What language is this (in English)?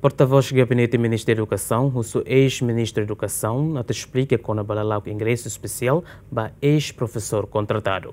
Tetum